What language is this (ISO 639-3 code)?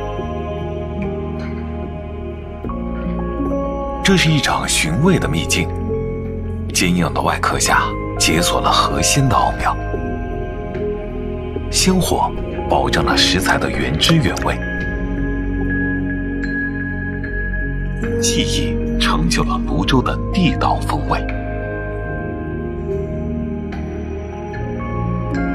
zho